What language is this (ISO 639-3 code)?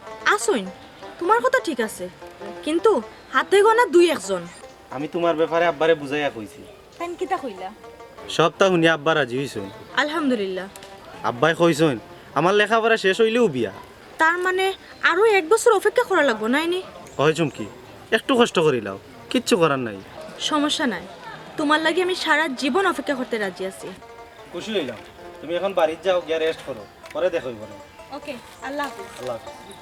syl